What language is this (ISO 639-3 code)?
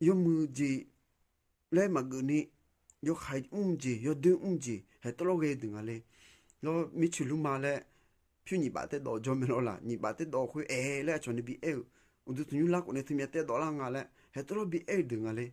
ahk